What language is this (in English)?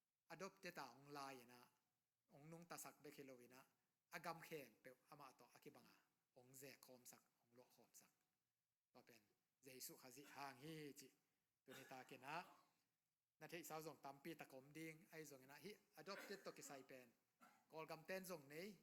Tedim Chin